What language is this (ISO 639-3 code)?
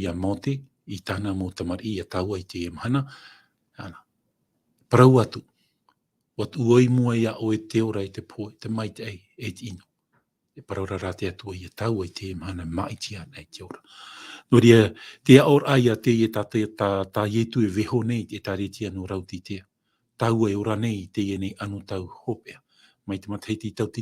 tah